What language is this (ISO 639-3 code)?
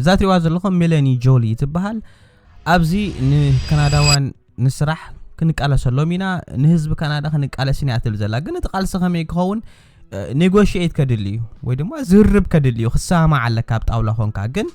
tir